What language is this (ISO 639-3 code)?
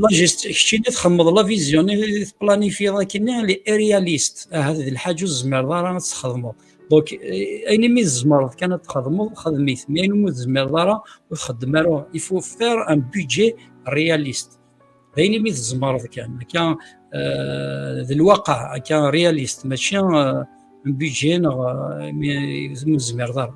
kab